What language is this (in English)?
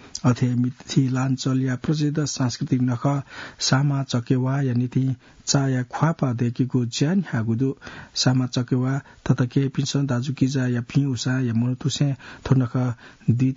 Newari